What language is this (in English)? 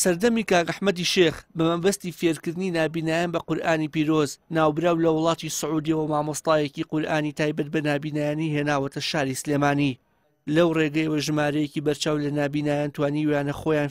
Central Kurdish